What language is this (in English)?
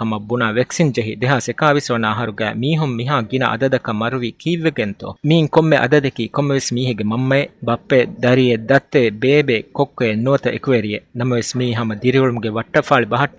Divehi